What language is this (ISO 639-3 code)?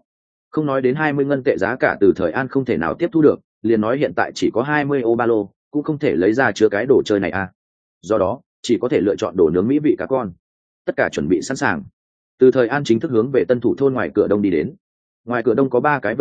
vie